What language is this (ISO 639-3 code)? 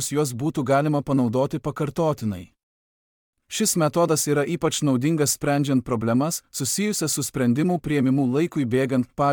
lit